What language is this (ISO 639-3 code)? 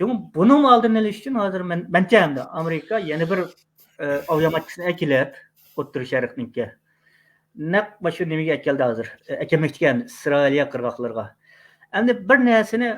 uig